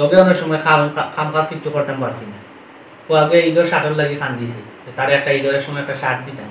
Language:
Sylheti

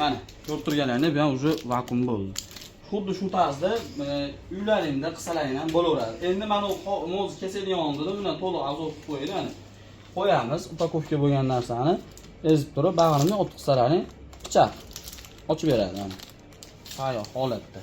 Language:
Uzbek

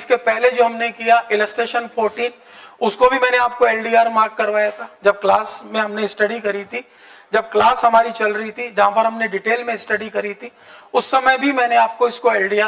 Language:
Hindi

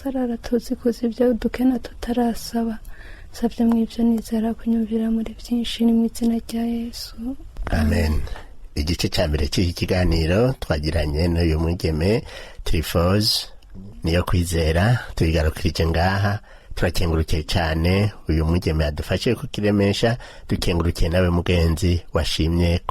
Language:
Rundi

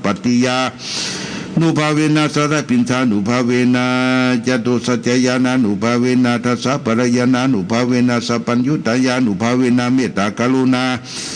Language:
Pali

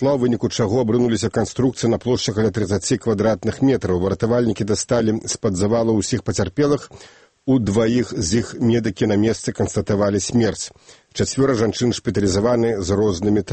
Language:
Belarusian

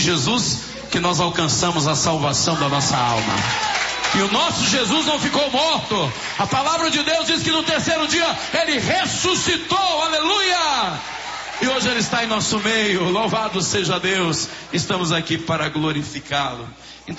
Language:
Portuguese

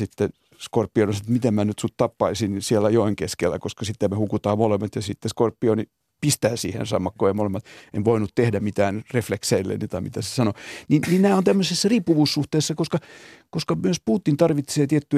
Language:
Finnish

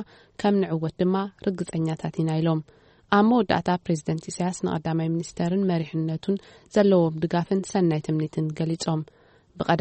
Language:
Tigrinya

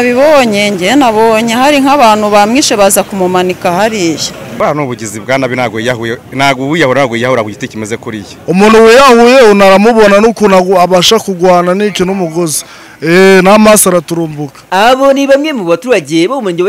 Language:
Kinyarwanda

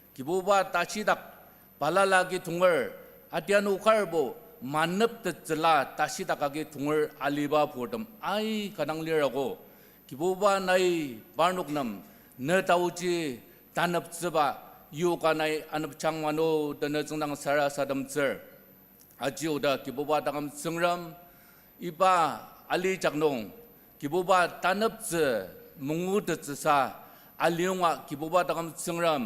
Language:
Ao Naga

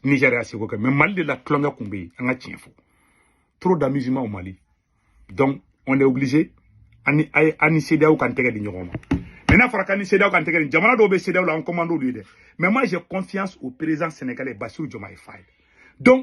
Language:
Bambara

